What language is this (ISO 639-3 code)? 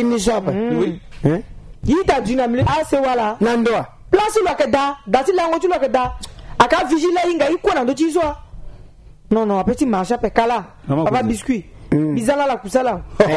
sag